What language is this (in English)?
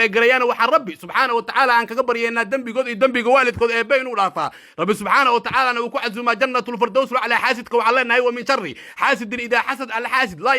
Somali